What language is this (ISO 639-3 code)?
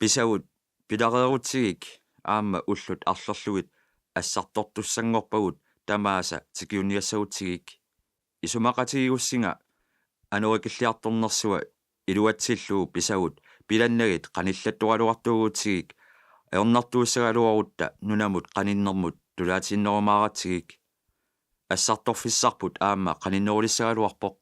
kal